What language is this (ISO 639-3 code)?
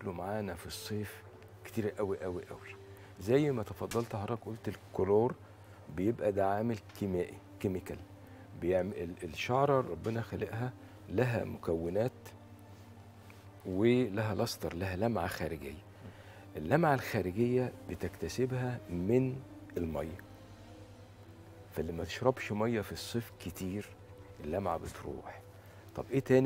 arz